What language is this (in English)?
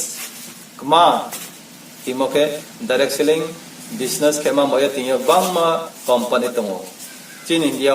Riang (India)